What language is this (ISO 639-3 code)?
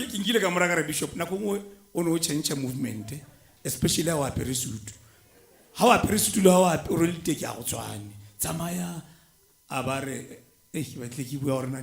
tsn